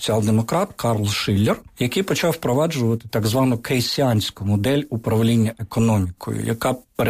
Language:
Ukrainian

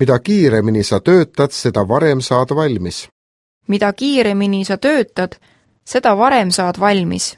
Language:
Estonian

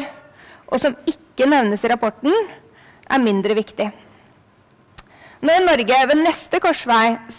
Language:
Norwegian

